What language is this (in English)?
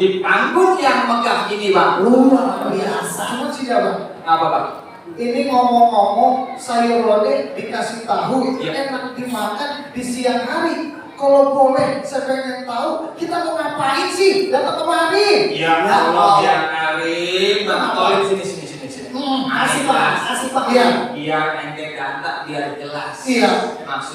Betawi